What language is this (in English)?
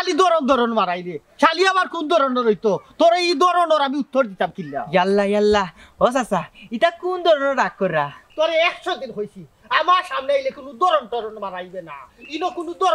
Sylheti